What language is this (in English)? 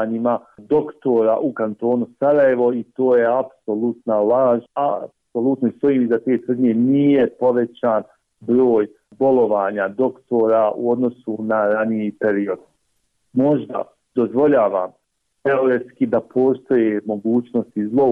Bosnian